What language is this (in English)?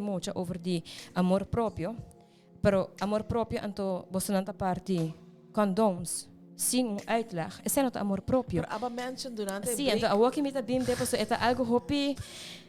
Papiamento